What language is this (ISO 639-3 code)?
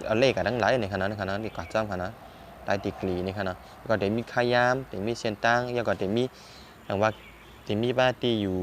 shn